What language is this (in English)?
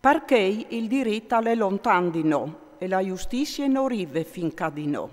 Friulian